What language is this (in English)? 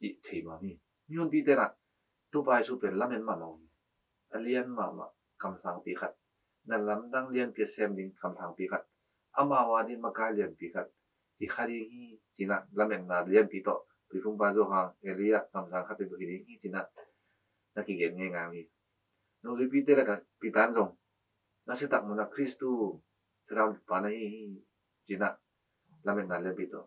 Tedim Chin